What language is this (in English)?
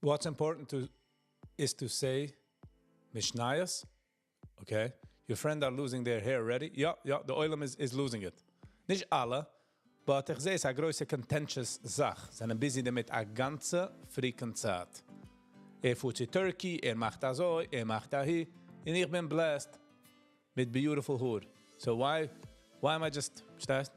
Yiddish